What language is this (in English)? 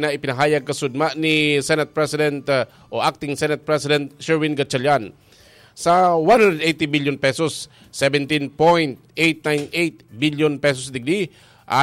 Bikol